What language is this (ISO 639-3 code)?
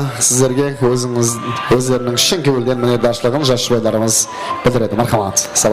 kaa